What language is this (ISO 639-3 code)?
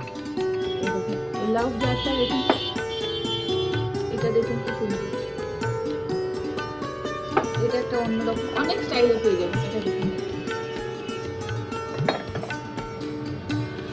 ben